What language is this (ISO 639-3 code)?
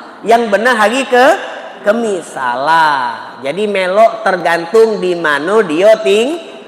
mui